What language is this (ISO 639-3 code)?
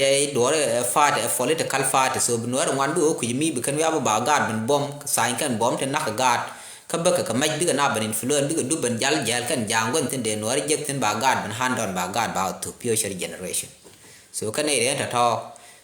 nus